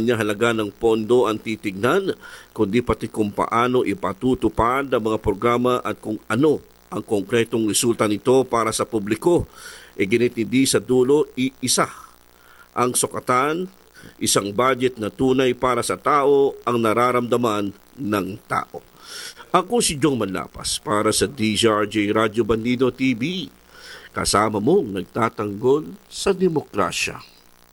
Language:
Filipino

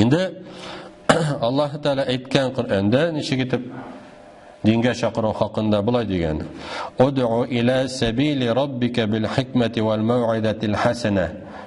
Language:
Tatar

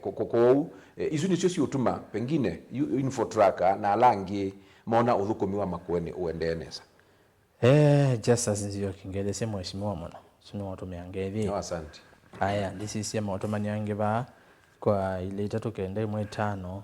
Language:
Kamba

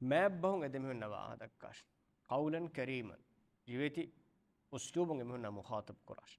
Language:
Divehi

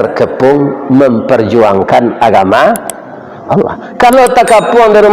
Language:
Minangkabau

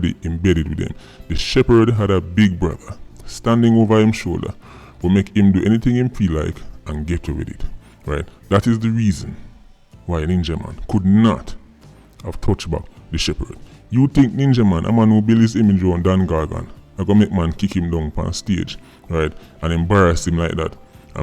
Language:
Jamaican Creole English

